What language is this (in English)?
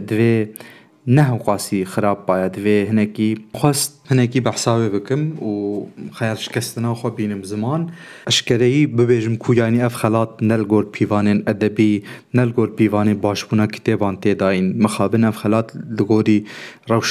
Kurdish